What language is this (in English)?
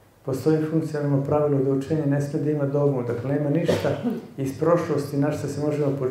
Serbian